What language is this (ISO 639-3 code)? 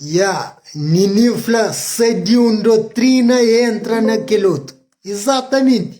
kea